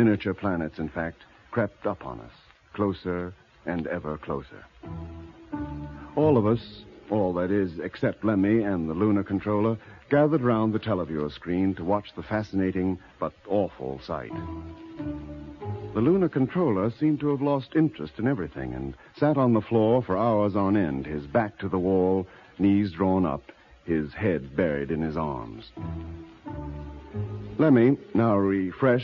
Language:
English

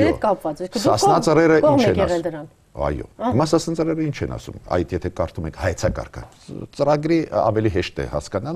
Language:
Armenian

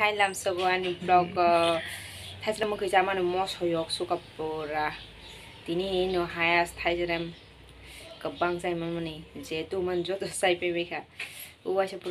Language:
Kok Borok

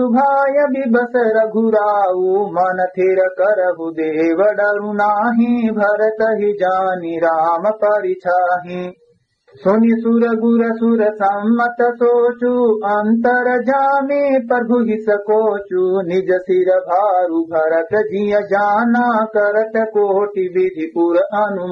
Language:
Awadhi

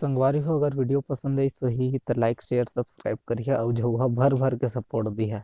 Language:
Chhattisgarhi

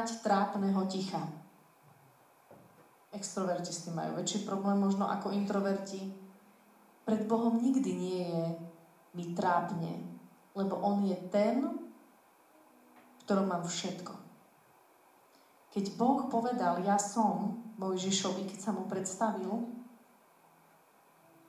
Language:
Slovak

